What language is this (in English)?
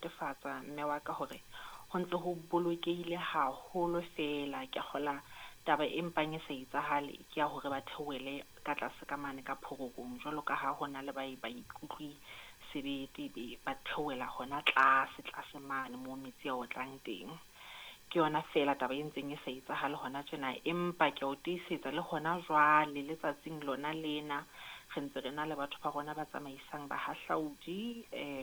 Southern Sotho